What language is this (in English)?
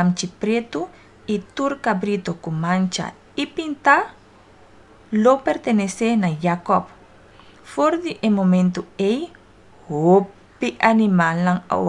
Papiamento